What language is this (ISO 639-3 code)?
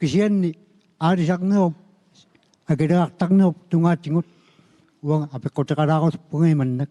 kal